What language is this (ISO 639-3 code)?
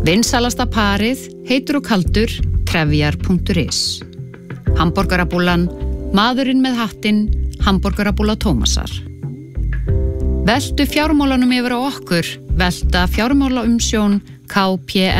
isl